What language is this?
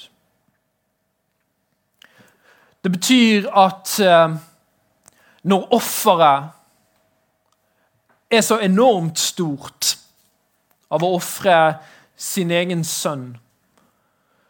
Norwegian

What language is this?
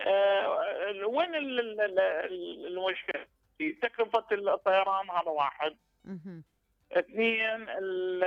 Mesopotamian Arabic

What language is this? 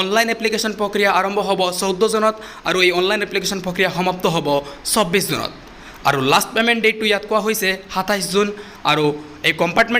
Assamese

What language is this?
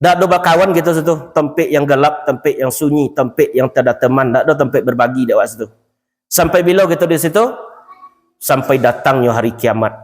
Minangkabau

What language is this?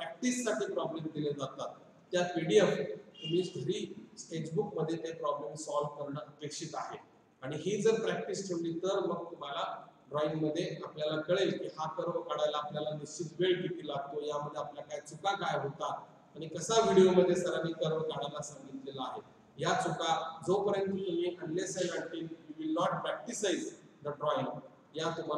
Marathi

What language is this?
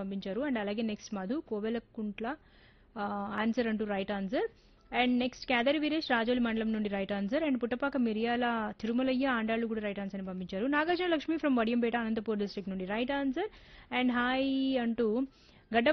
Telugu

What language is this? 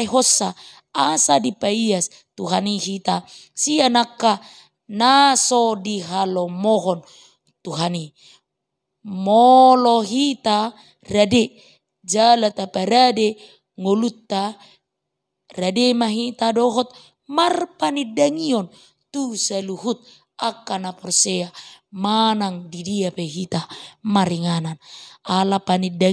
Batak Toba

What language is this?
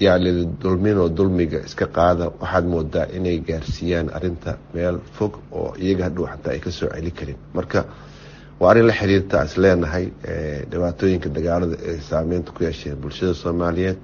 Somali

